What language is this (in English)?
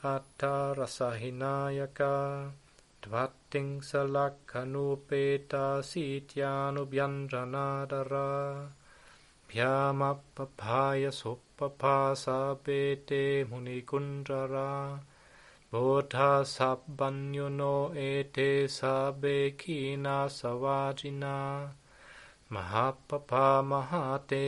Pali